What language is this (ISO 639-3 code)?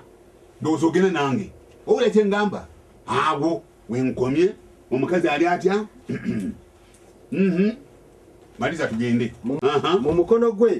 lug